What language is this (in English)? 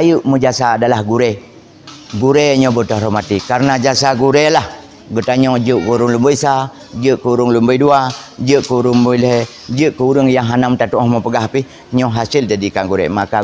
Achinese